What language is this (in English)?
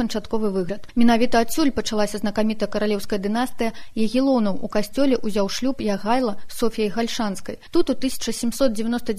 Belarusian